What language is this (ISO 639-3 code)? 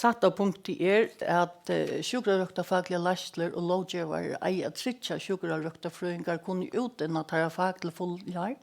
fao